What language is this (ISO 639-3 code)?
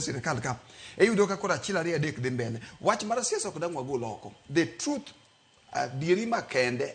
luo